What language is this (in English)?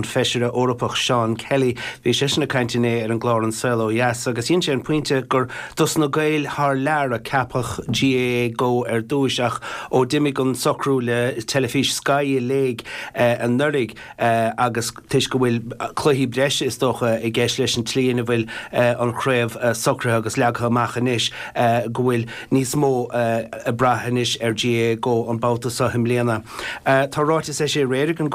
Irish